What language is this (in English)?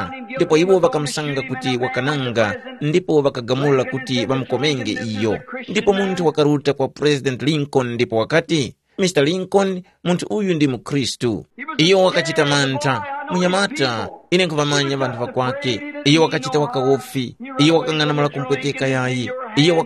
Tumbuka